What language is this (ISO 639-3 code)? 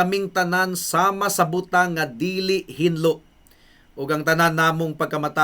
ceb